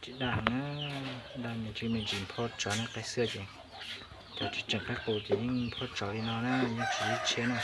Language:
Hmong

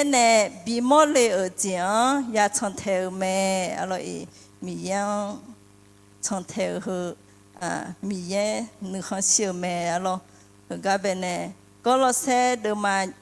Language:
Akha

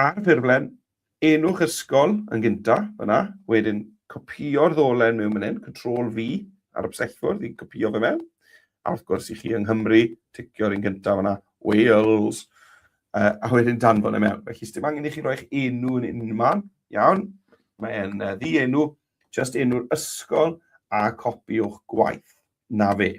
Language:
Welsh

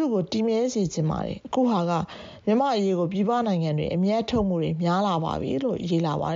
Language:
Burmese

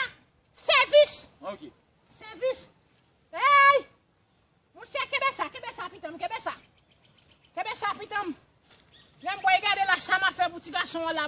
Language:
Haitian Creole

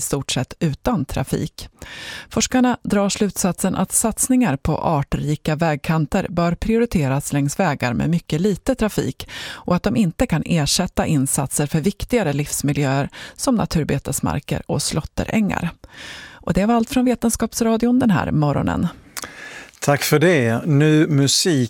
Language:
Swedish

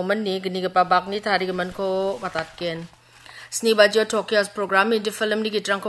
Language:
Garo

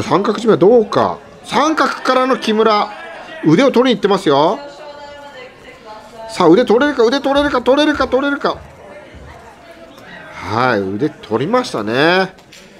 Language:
Japanese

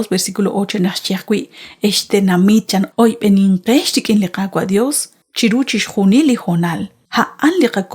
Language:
Kekchí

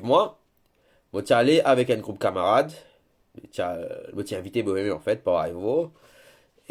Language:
Morisyen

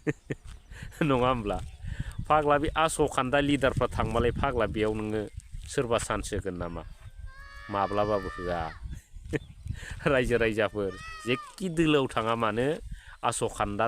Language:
Bodo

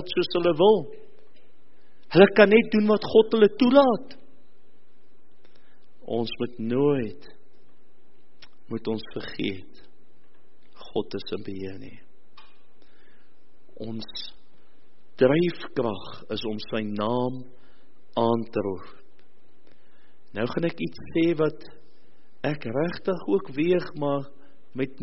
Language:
Afrikaans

